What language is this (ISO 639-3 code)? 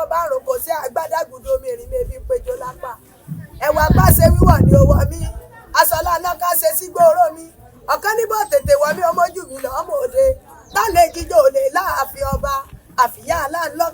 yor